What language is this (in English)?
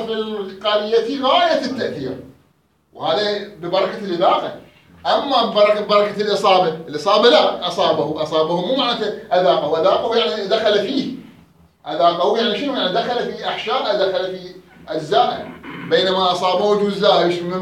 Mesopotamian Arabic